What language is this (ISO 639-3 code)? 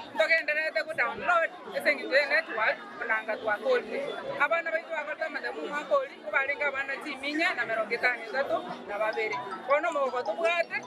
guz